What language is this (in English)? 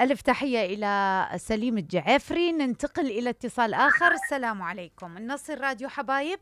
Mesopotamian Arabic